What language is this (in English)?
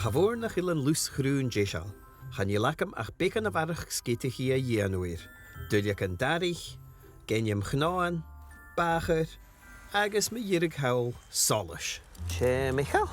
Scottish Gaelic